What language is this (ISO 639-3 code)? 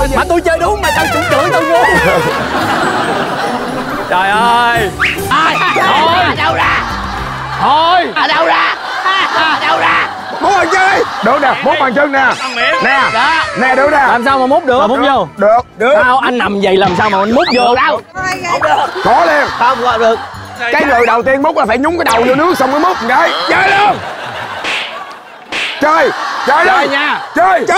vie